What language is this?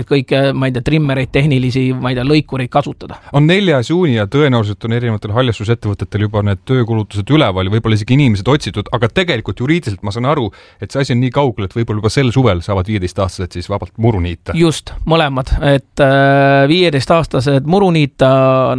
Estonian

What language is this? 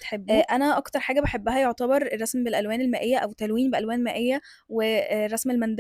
Egyptian Arabic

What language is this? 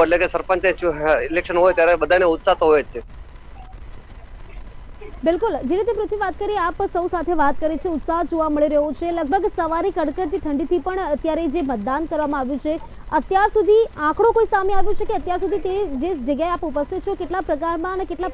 Gujarati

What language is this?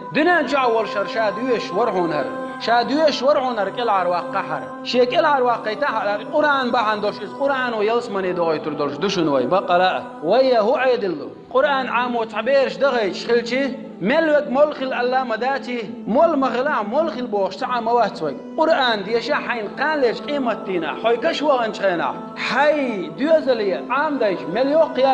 Chechen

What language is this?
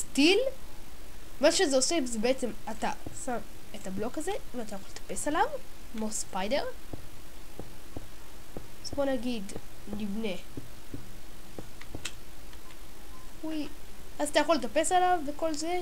Hebrew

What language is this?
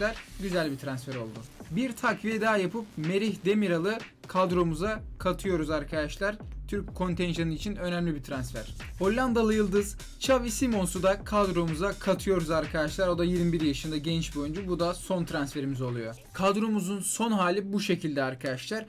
Turkish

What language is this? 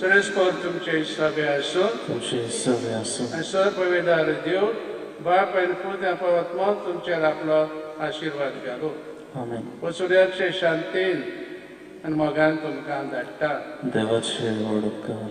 Konkani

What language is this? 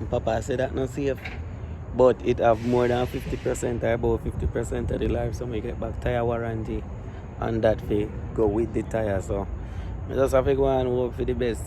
Jamaican Creole English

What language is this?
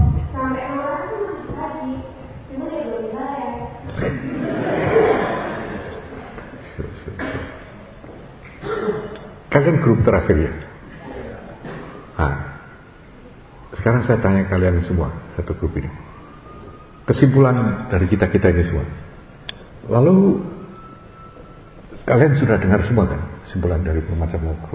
Indonesian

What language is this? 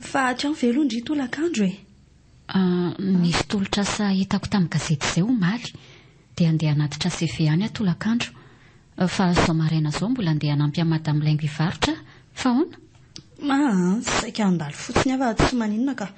Malagasy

